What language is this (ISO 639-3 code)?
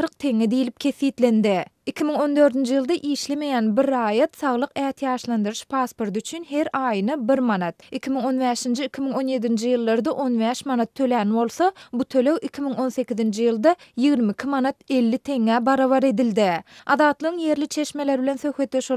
tuk